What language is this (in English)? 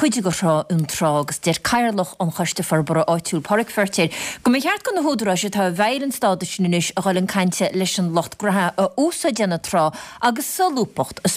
Irish